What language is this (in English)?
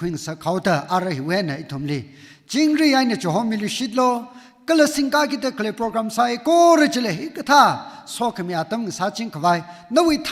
Tangkhul Naga (India)